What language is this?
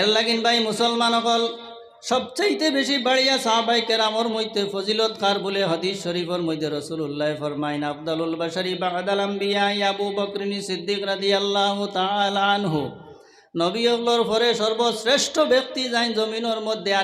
Sylheti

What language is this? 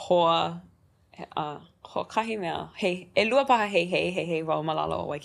Hawaiian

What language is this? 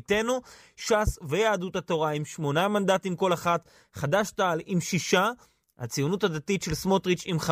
Hebrew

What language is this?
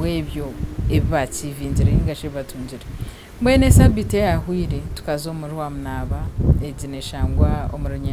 Nyankole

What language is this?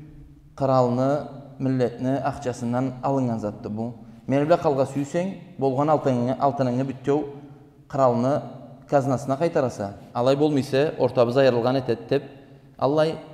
Karachay-Balkar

